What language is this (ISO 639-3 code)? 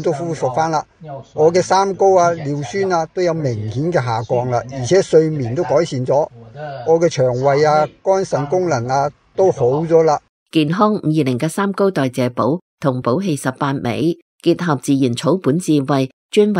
yue